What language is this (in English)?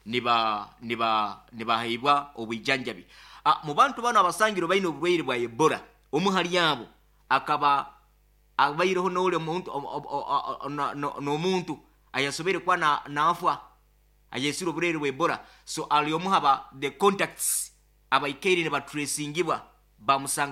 Nyoro